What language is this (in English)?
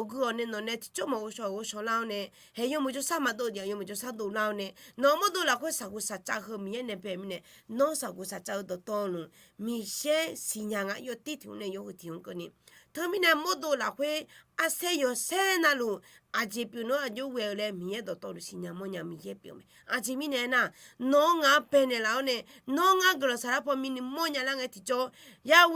Akha